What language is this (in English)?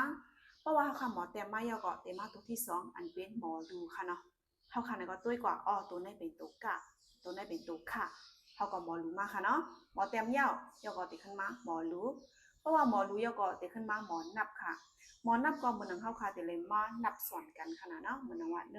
Shan